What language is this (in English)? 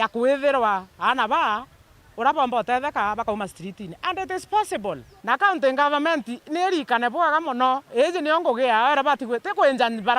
Meru